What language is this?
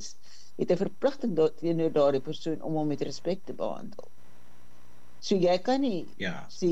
Afrikaans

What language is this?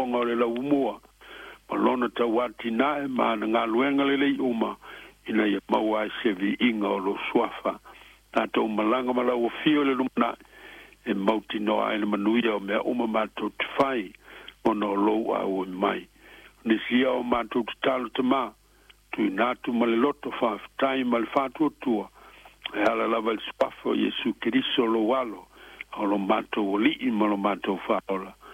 Samoan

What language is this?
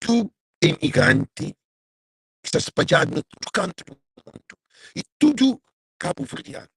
Kabuverdianu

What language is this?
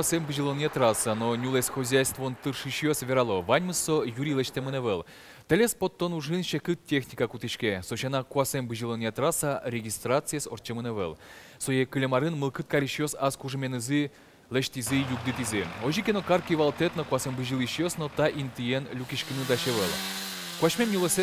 Udmurt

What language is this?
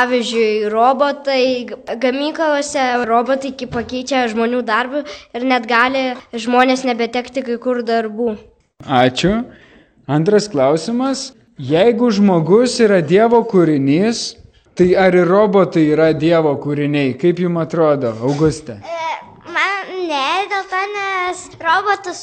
Lithuanian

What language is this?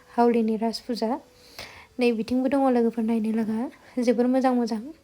Bodo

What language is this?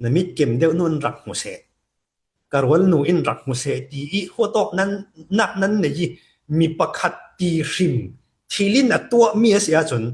Falam Chin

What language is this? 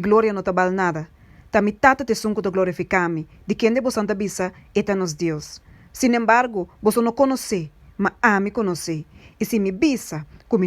Papiamento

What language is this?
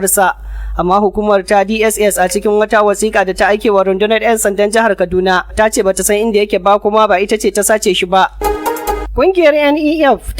Hausa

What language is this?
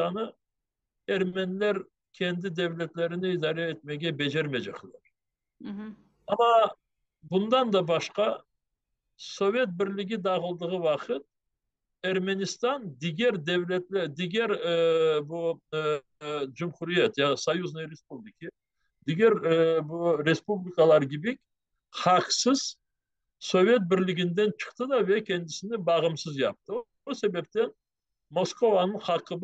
Crimean Tatar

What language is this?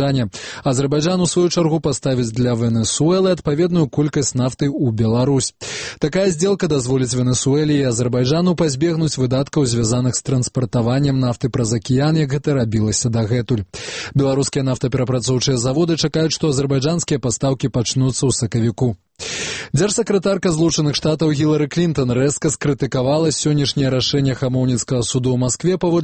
Belarusian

